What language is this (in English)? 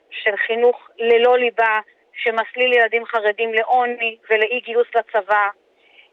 Hebrew